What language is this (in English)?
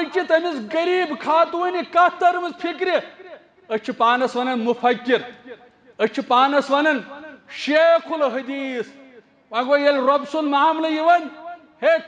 Kashmiri